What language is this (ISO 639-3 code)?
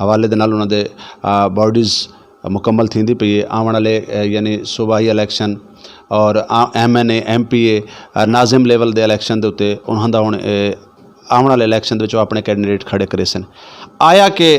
skr